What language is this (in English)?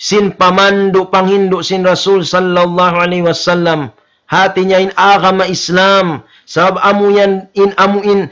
Tausug